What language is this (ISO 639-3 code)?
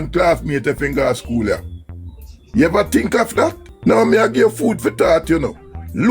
jam